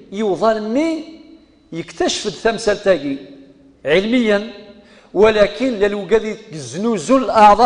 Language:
Kabyle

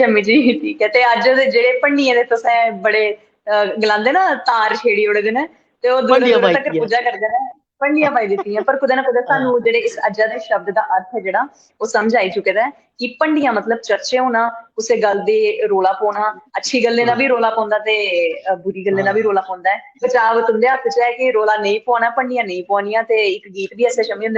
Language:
Dogri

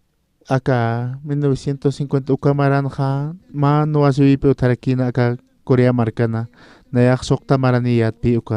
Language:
Aymara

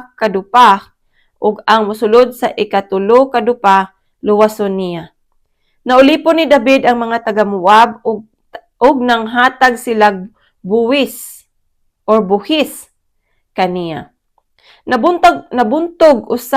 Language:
Cebuano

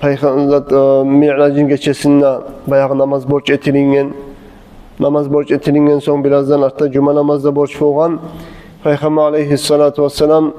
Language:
Kumyk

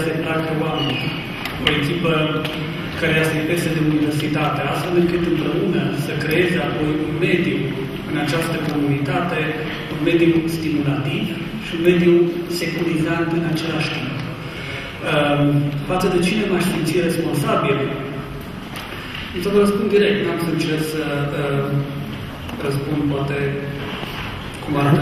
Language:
Romanian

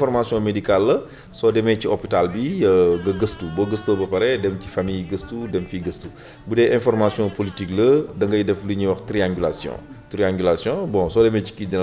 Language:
Wolof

